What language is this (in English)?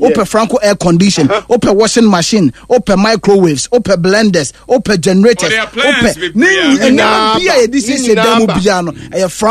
Akan